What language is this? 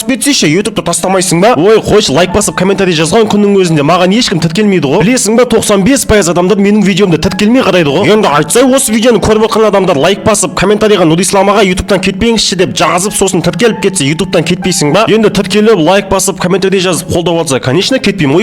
Kazakh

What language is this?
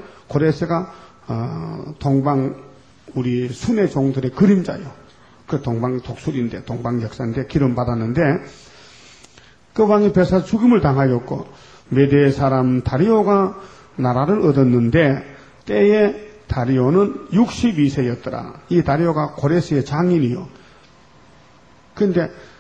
Korean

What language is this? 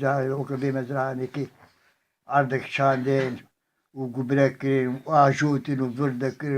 Kurdish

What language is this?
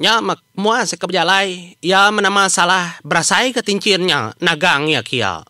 Iban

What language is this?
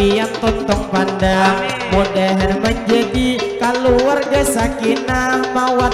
Banjar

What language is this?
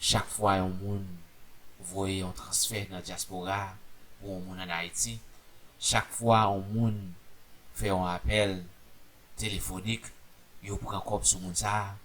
Haitian Creole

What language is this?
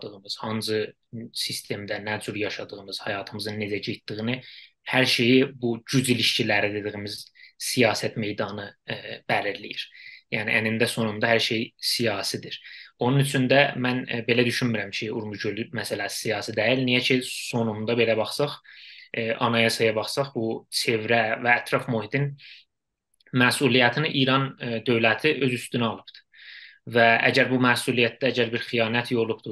South Azerbaijani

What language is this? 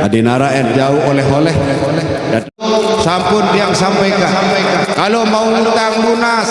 Sasak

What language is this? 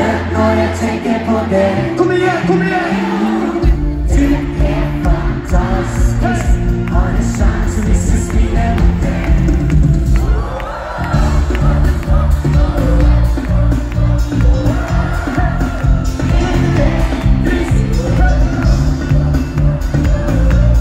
Norwegian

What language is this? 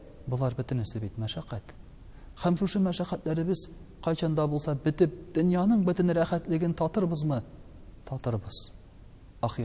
Tatar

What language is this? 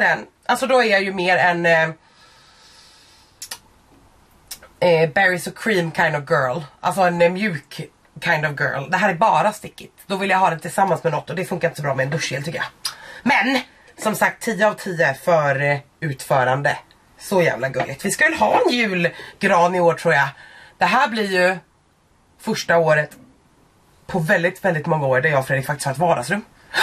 Swedish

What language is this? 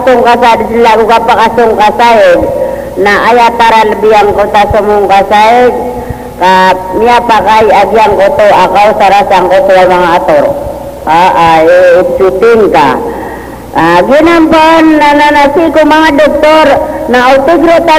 Maranao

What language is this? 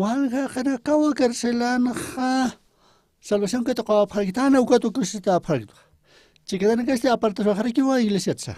Aymara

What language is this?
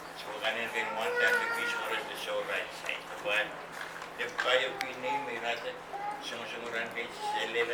Pohnpeian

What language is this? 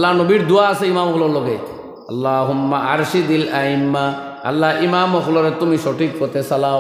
Sylheti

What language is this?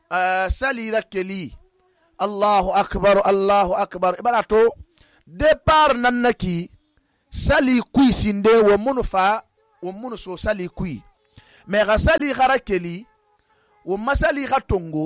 Susu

